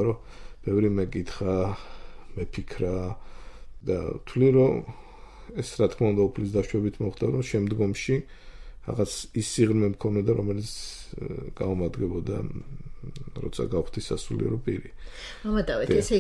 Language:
Georgian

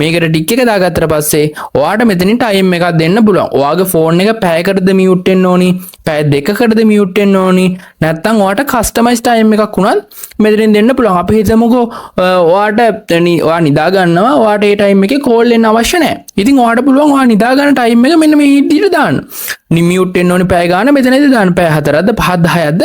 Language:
Sinhala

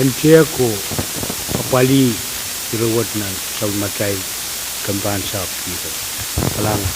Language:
Pohnpeian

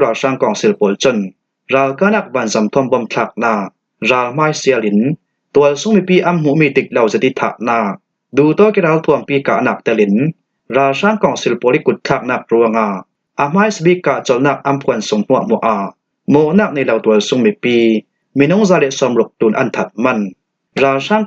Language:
Falam Chin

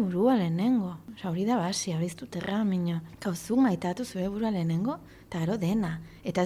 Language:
Basque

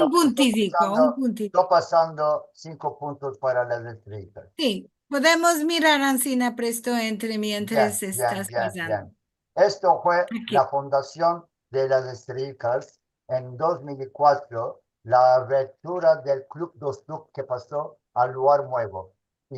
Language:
Ladino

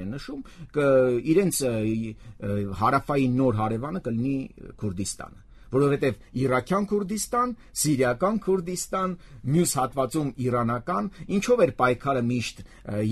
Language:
Armenian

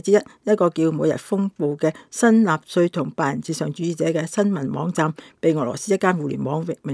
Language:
Cantonese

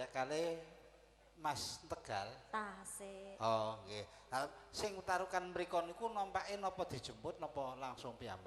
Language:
Javanese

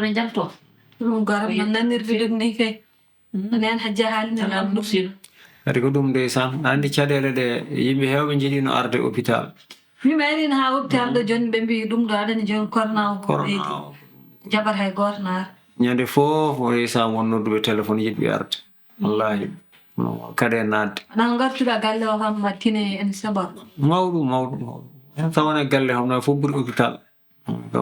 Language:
Fula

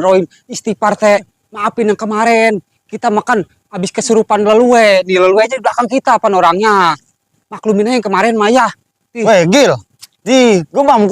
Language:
Betawi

